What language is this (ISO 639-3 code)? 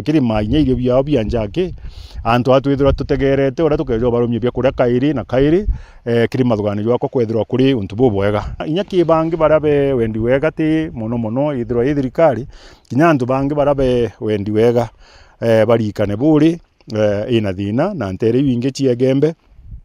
mer